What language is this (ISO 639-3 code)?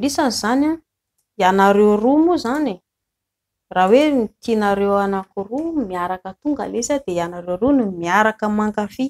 mlg